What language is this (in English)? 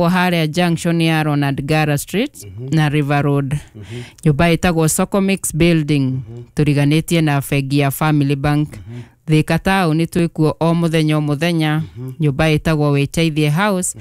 Kikuyu